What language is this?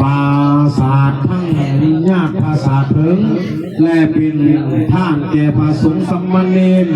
Northeastern Thai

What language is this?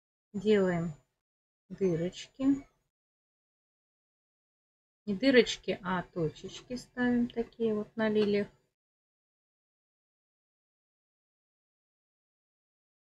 Russian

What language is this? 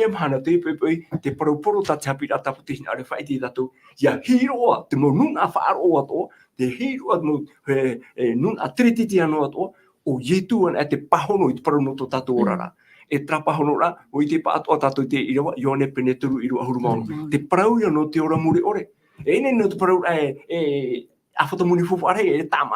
Tahitian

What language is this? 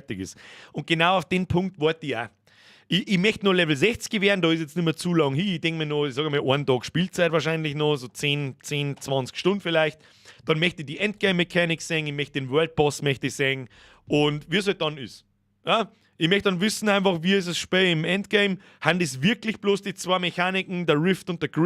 Bavarian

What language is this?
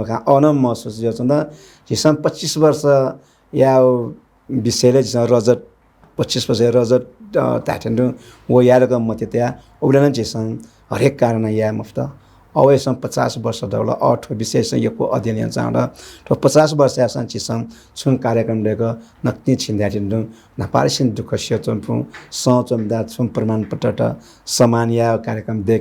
Newari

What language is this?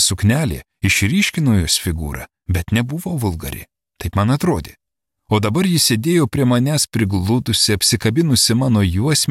Lithuanian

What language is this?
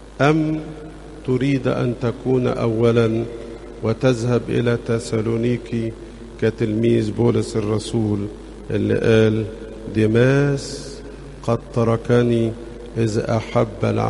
Egyptian Arabic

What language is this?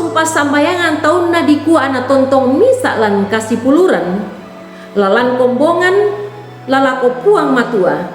Toraja-Sa'dan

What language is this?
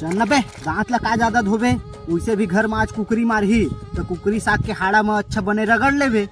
Chhattisgarhi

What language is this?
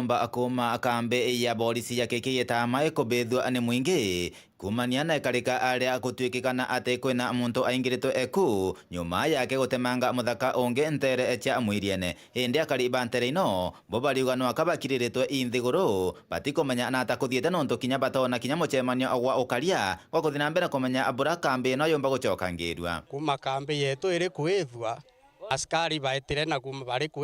Meru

